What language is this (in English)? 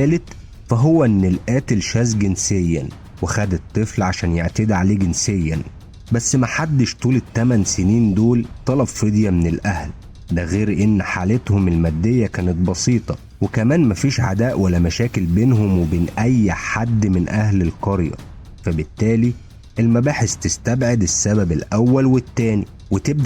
Egyptian Arabic